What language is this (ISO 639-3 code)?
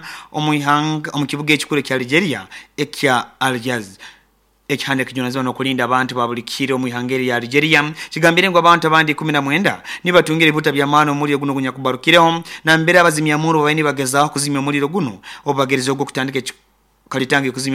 nyo